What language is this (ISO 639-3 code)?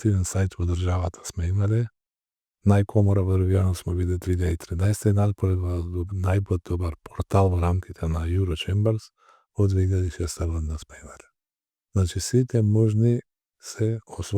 mkd